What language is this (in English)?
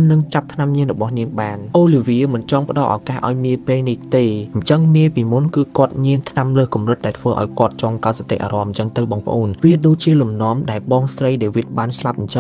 Khmer